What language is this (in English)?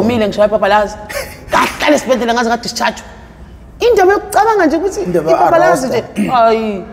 Zulu